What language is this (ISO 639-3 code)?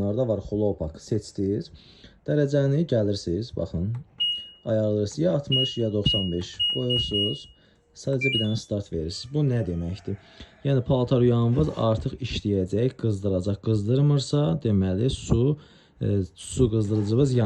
aze